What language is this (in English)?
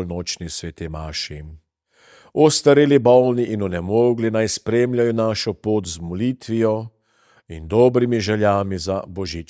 Slovenian